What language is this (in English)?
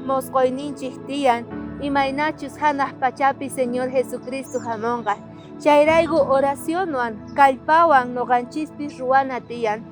South Bolivian Quechua